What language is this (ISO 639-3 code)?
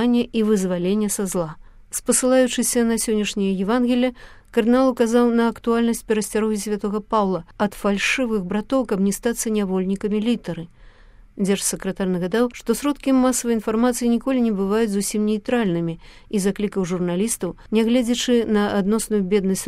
bel